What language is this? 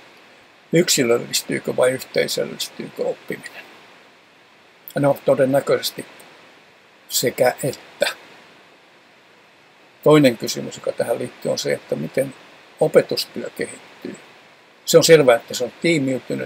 Finnish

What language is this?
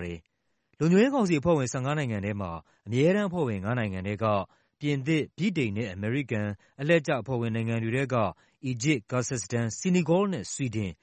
Burmese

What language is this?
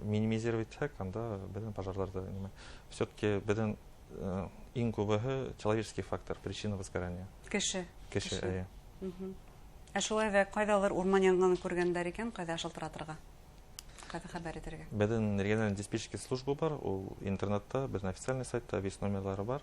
Bashkir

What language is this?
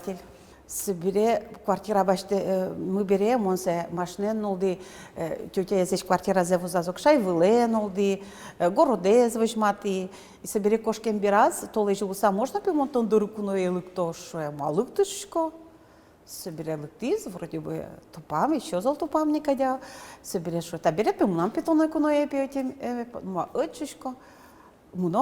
Udmurt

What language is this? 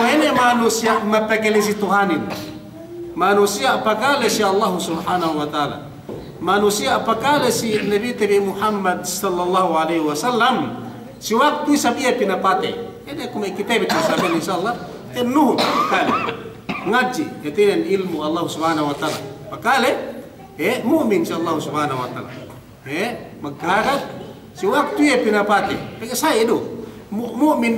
Yakan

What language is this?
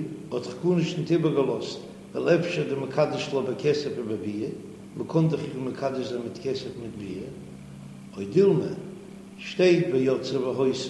Yiddish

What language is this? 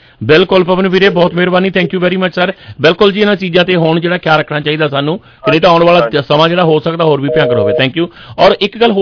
Punjabi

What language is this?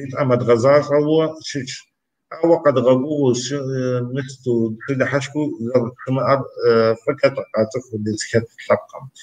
Kabardian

